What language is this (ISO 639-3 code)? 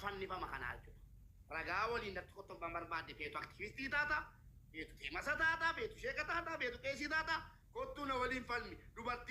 orm